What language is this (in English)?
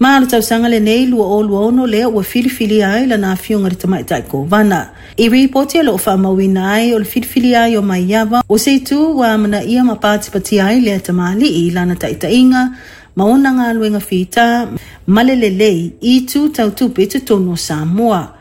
Samoan